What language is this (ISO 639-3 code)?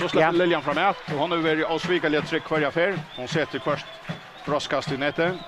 fao